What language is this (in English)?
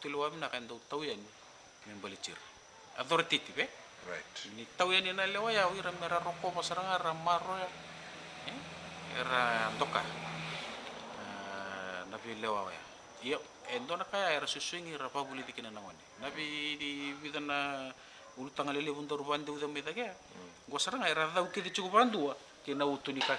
Fijian